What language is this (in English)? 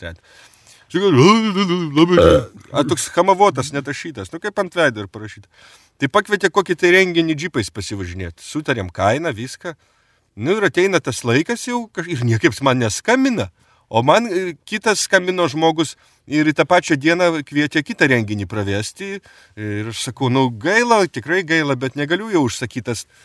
Lithuanian